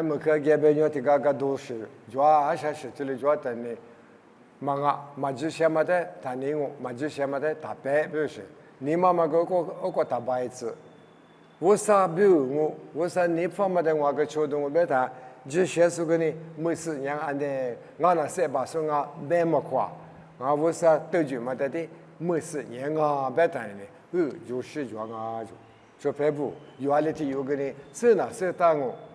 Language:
Lisu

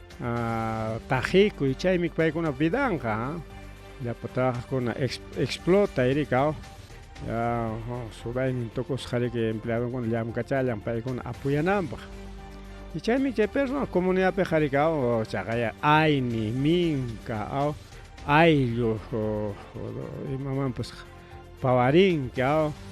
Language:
Ayacucho Quechua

